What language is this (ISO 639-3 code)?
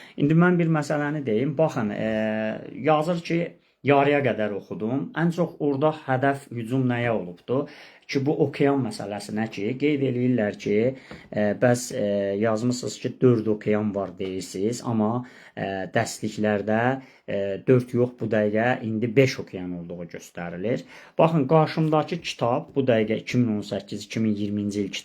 aze